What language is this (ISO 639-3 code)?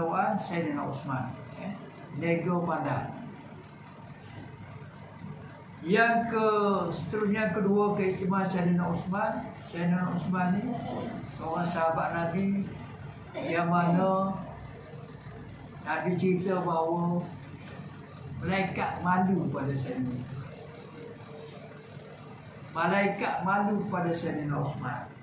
msa